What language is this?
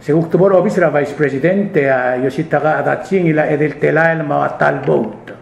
Palauan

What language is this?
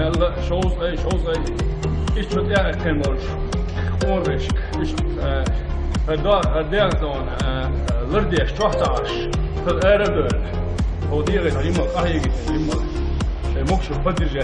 Chechen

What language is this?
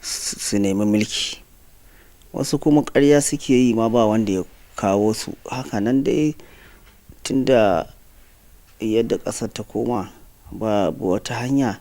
Hausa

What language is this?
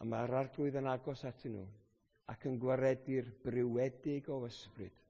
Welsh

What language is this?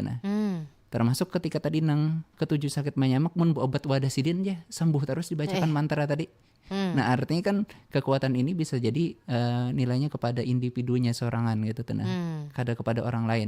Banjar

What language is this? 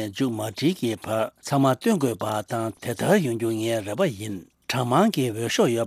Tibetan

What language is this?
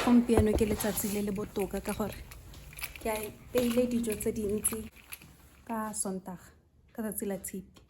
Tswana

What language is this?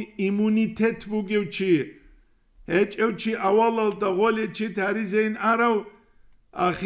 Avaric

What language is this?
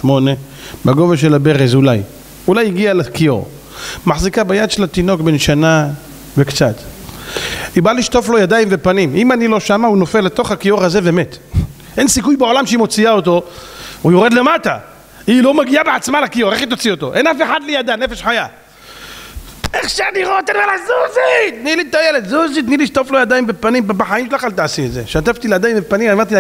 Hebrew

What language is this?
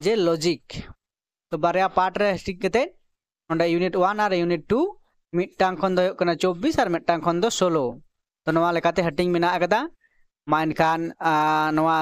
Santali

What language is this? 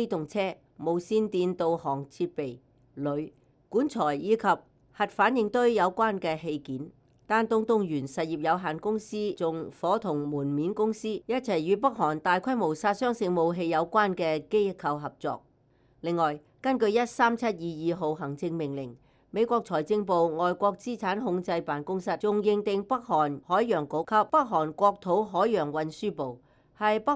Cantonese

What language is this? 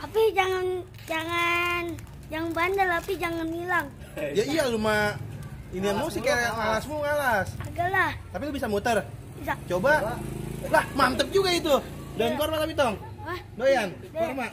Betawi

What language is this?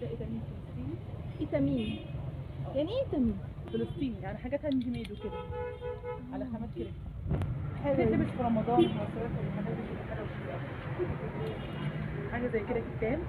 Egyptian Arabic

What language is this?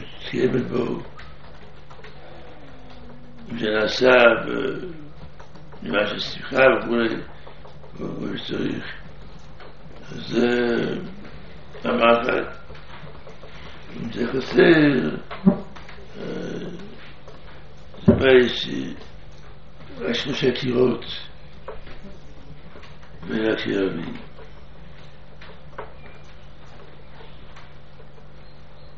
Hebrew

